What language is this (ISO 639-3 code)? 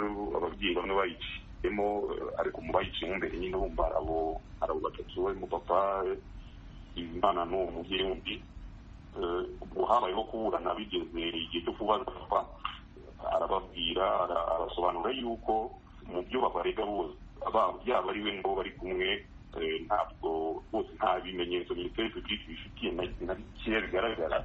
kin